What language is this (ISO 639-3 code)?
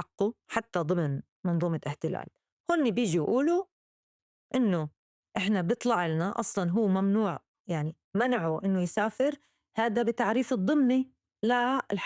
apc